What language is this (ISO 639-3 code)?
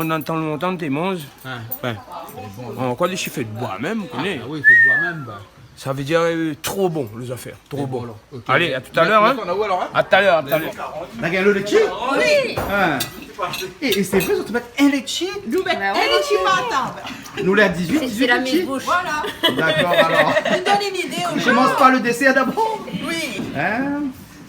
rcf